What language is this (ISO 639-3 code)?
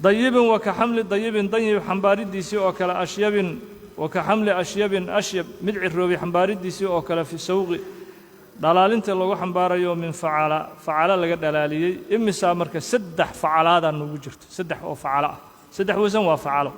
som